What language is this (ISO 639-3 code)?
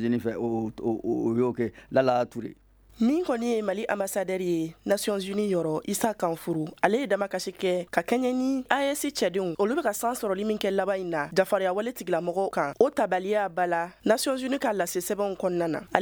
bam